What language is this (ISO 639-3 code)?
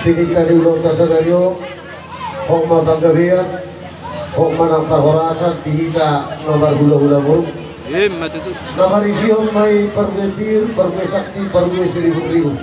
bbc